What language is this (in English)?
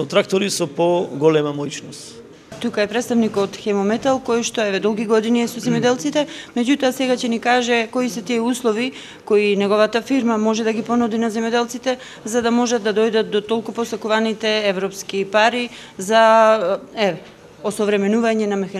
Macedonian